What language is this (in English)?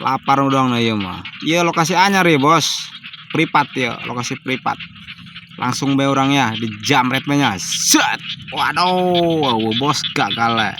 Sundanese